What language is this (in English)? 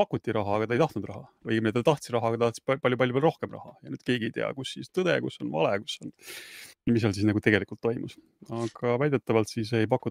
Estonian